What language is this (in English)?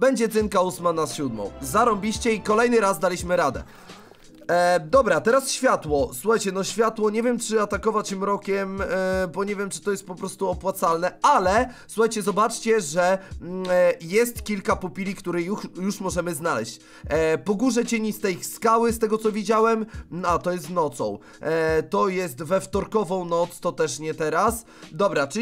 Polish